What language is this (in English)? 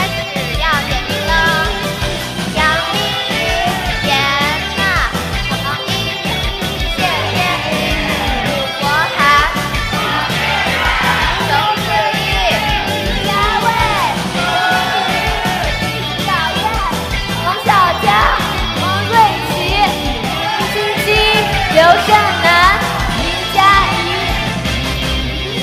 Chinese